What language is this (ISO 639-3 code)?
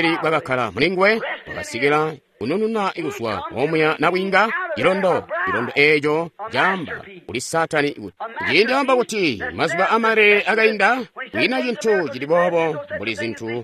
toi